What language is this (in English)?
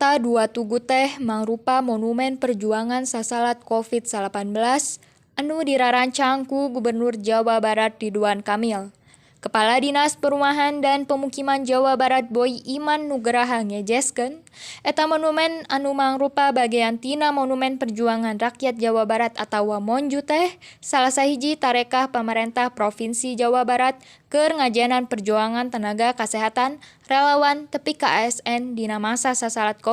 Sundanese